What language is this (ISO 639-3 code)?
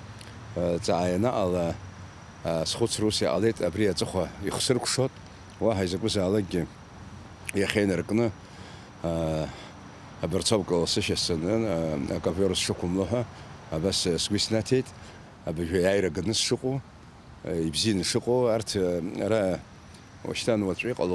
abk